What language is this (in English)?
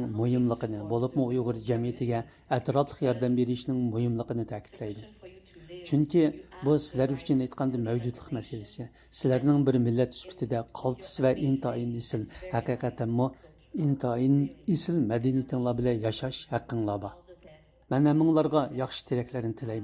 Uyghur